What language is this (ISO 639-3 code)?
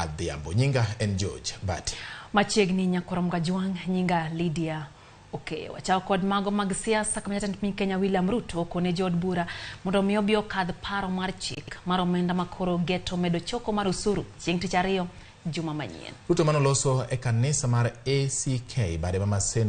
luo